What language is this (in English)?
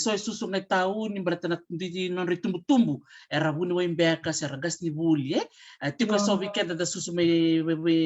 Fijian